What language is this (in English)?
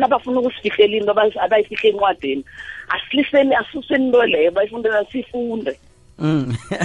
South Ndebele